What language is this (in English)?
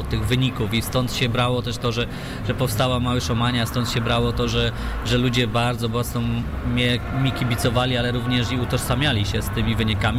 Polish